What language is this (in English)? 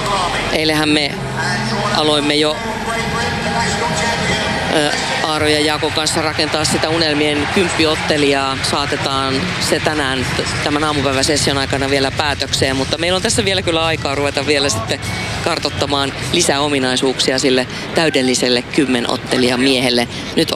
Finnish